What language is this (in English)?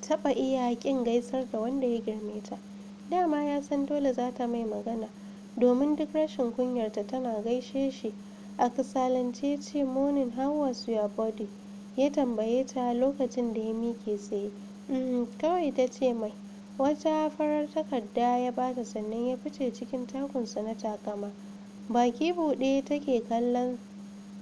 Hausa